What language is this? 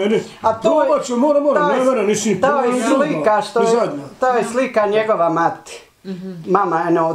Bosnian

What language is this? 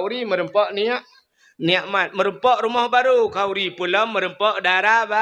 Achinese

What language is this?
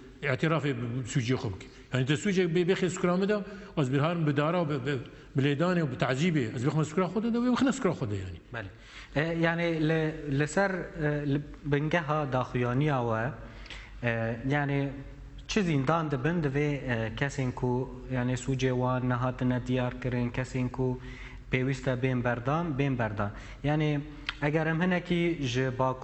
Kurdish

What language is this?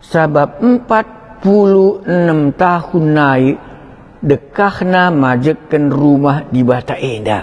Batak Karo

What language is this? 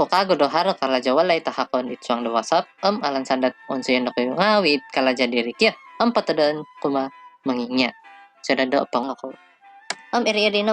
Central Dusun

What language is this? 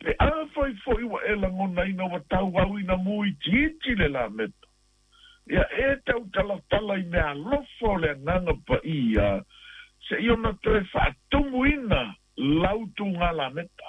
Samoan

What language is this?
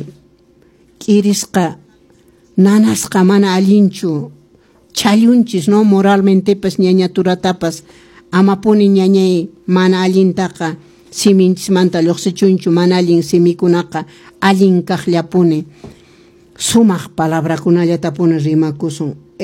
Quechua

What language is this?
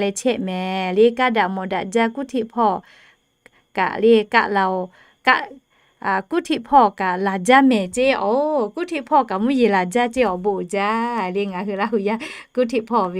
Lahu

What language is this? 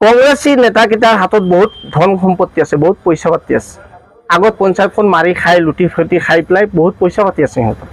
Assamese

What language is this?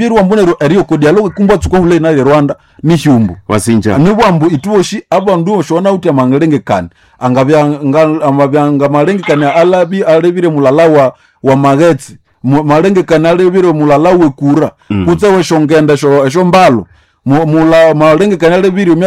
Nande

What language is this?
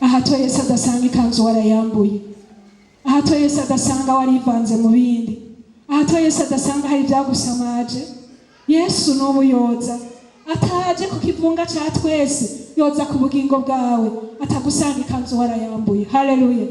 Rundi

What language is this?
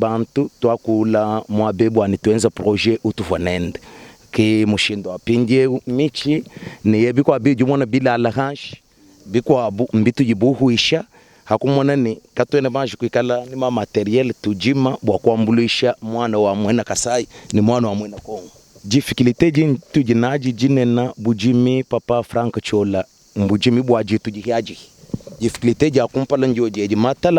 Luba-Lulua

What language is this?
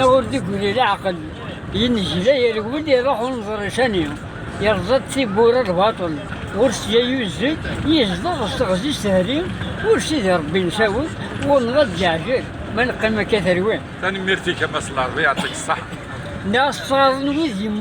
Kabyle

